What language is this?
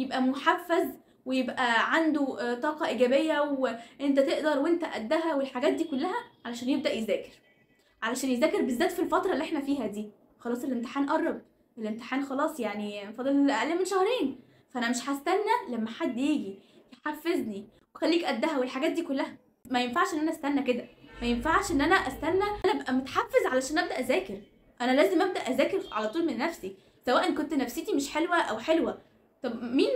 Egyptian Arabic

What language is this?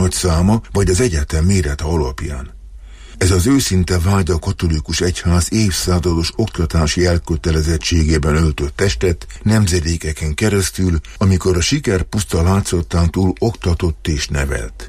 Hungarian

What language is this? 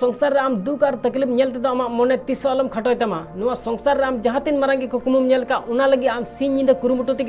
Santali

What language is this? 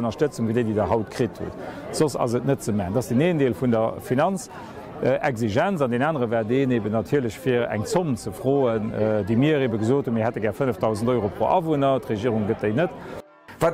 Luxembourgish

